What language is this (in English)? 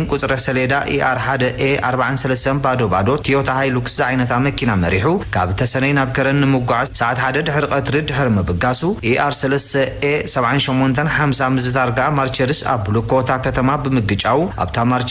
Tigrinya